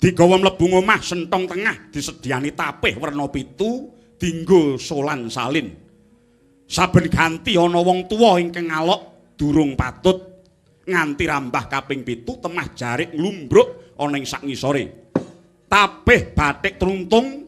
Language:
Javanese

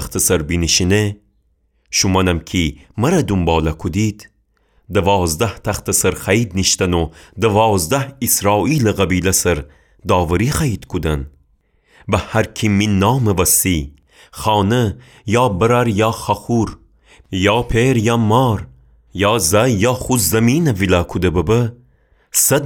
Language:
Gilaki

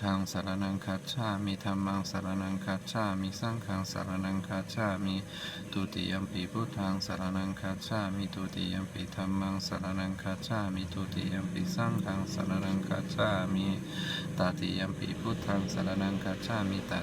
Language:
Pali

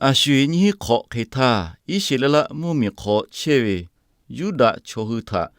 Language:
Lahu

